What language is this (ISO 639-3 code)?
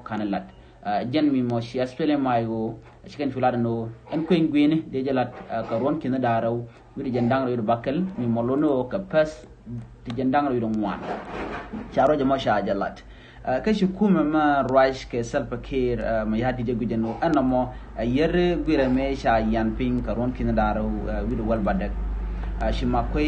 nus